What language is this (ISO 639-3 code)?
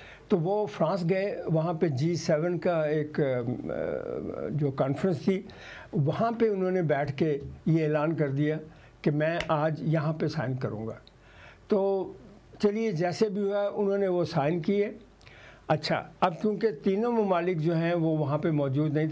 urd